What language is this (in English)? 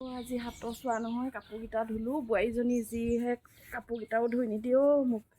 Assamese